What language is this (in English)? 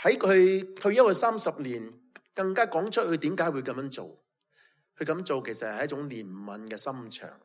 Cantonese